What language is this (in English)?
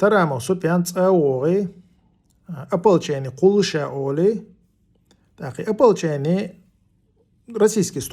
Chechen